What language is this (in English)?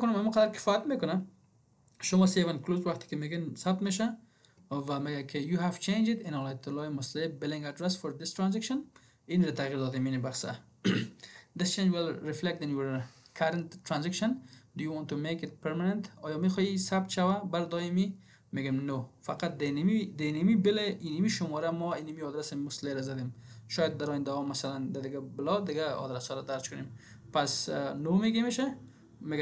Persian